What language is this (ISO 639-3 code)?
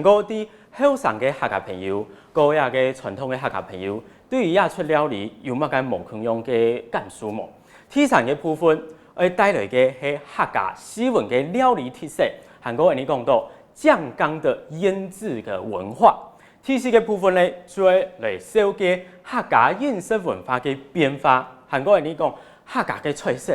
hak